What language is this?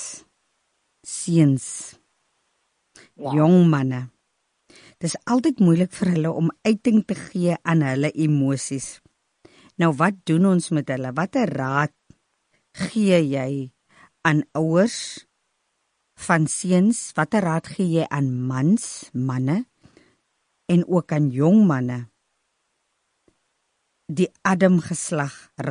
Afrikaans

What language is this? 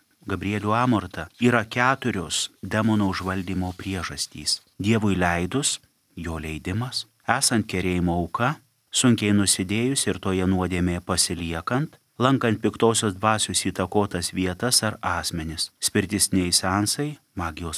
Lithuanian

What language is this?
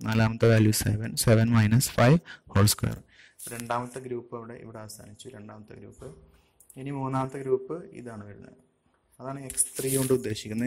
Malayalam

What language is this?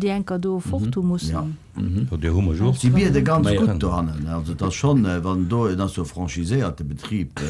Luxembourgish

